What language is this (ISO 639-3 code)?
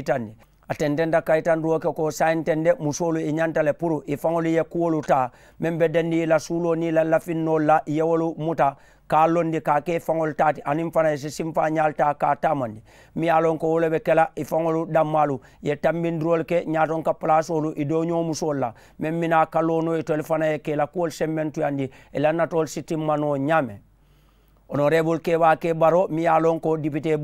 man